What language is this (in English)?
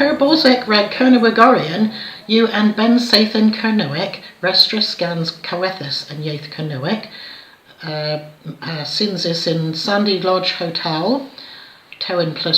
Cornish